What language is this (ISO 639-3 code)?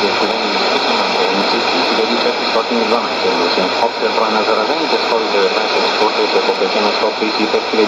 bul